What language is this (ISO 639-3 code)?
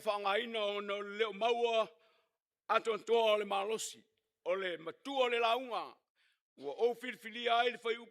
smo